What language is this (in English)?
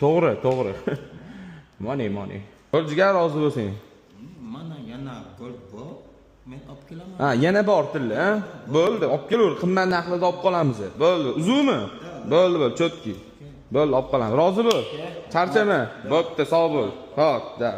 Uzbek